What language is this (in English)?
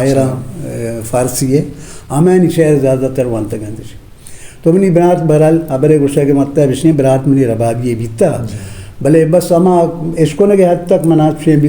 Eastern Balochi